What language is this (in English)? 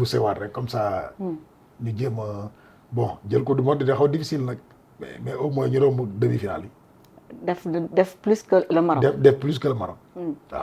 Wolof